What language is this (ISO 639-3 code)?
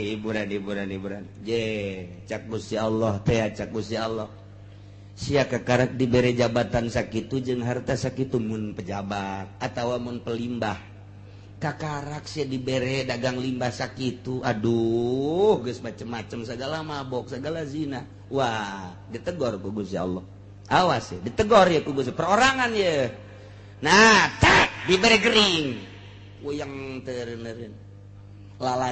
sun